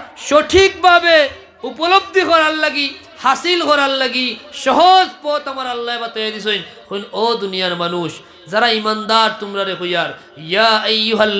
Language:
Sylheti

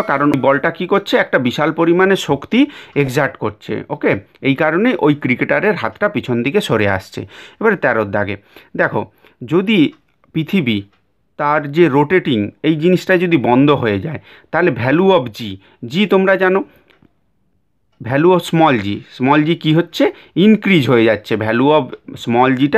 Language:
Bangla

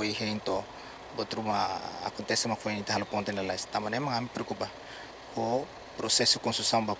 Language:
Tetum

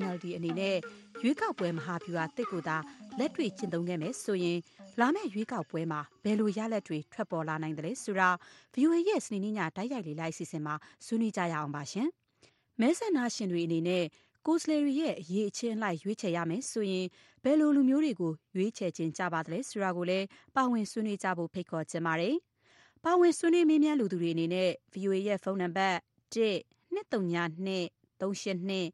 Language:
Burmese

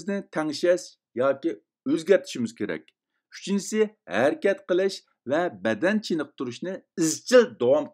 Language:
Uyghur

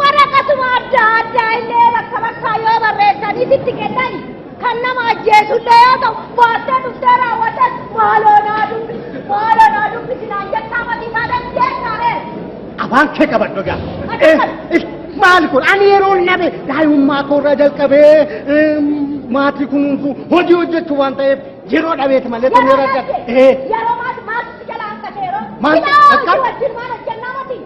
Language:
Oromo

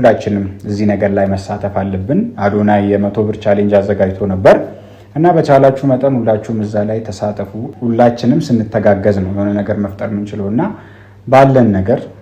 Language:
Amharic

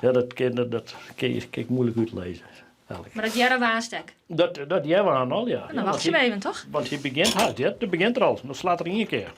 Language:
Western Frisian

